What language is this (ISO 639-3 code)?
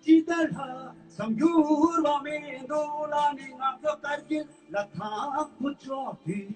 bod